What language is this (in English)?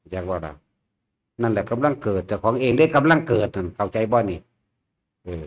Northeastern Thai